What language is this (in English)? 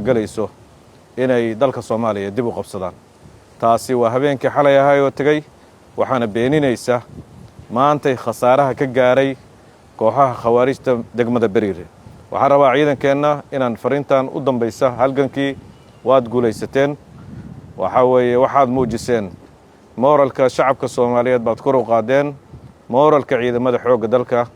Somali